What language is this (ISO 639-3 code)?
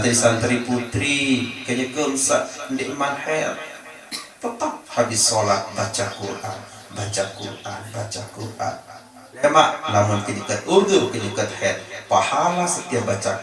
sas